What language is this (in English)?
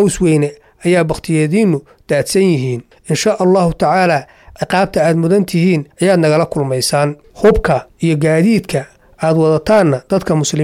Somali